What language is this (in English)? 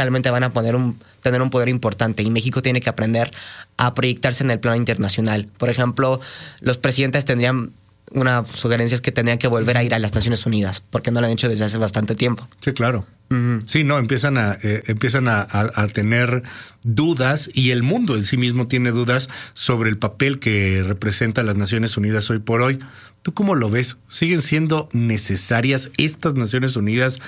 Spanish